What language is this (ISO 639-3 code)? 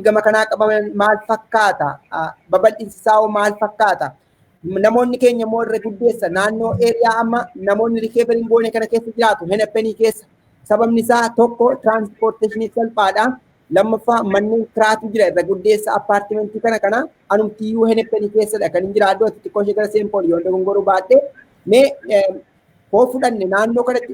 orm